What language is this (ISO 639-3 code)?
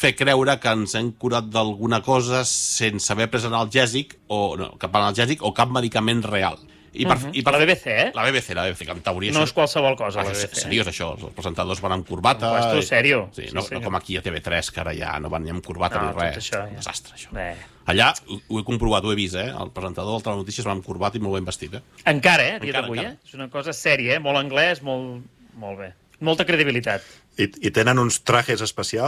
cat